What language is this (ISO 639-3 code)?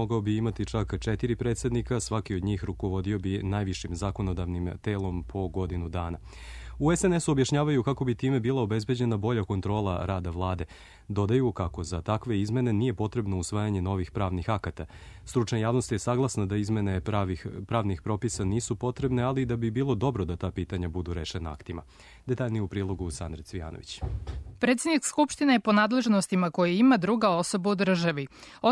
srp